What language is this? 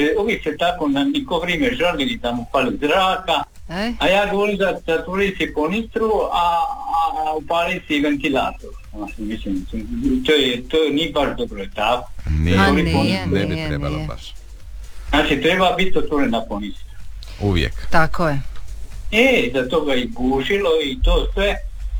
Croatian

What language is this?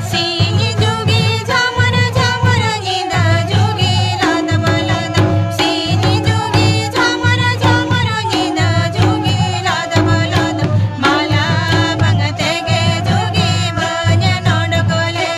Santali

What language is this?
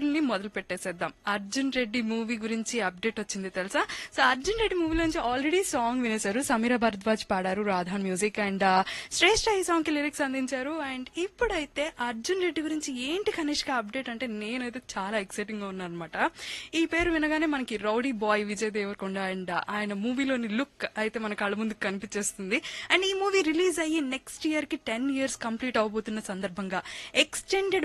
Telugu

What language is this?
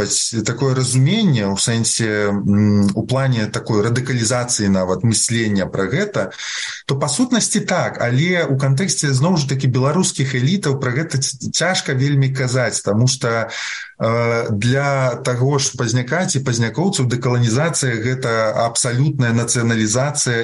Belarusian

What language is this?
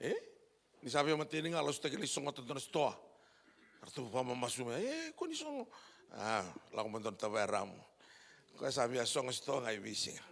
Fijian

